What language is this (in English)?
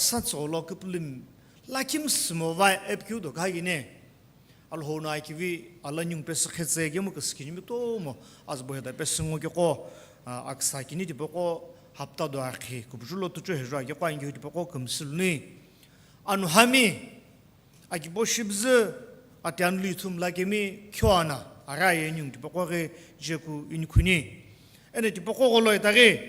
Sumi Naga